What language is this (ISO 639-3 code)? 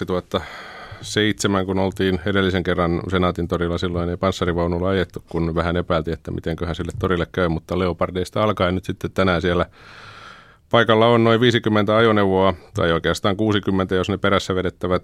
fin